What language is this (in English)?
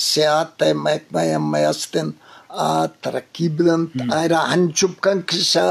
Eastern Balochi